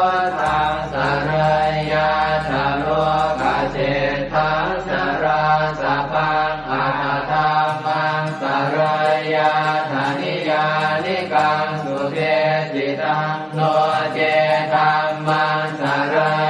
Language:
Pali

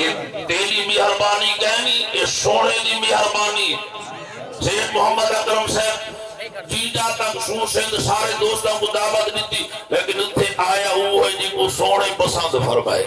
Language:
Saraiki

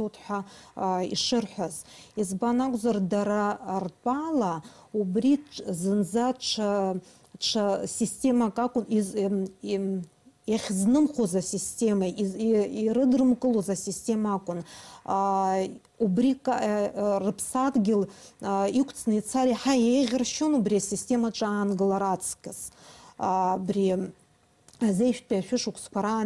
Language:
Abkhazian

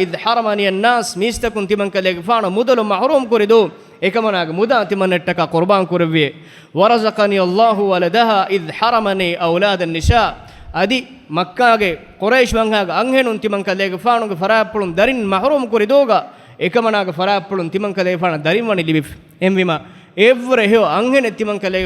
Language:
Divehi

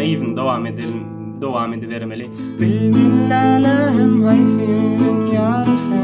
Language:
Turkmen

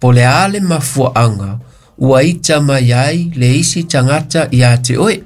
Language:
Samoan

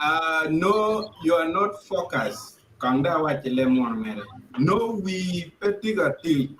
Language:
Acoli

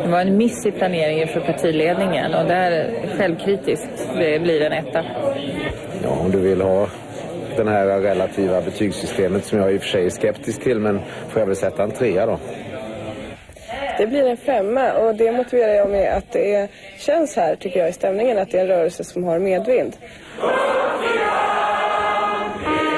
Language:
Swedish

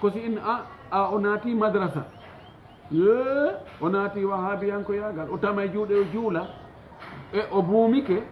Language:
Fula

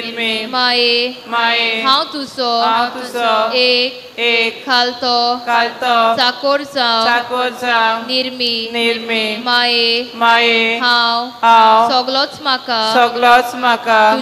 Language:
Konkani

